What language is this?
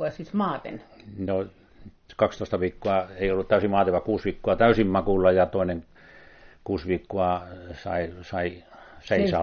Finnish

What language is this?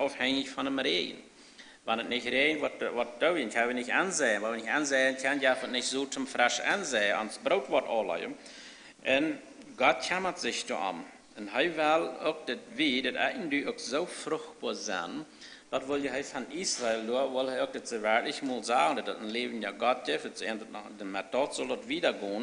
Plautdietsch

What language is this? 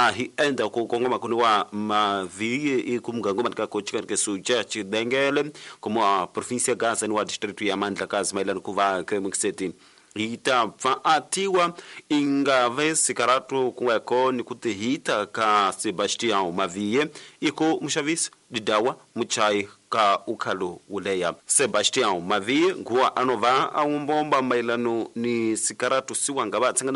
Tsonga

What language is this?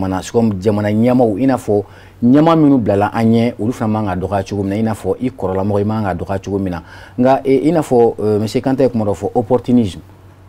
Bambara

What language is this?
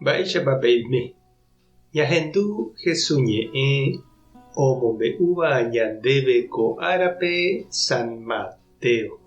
Guarani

